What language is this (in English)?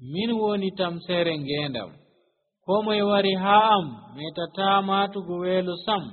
Nigerian Fulfulde